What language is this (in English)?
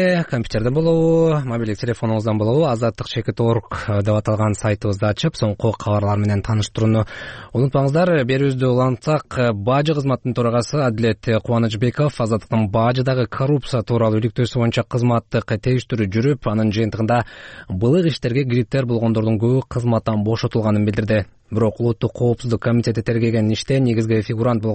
Kyrgyz